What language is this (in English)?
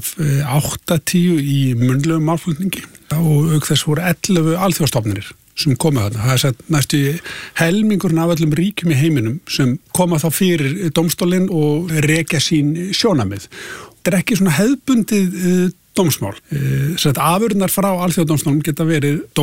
Icelandic